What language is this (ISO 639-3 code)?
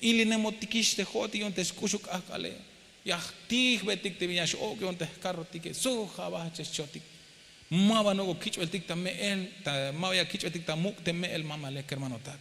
tzh